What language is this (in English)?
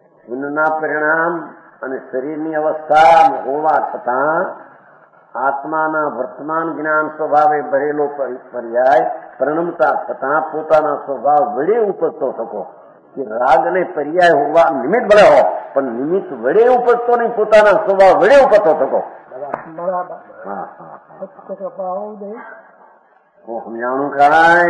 Gujarati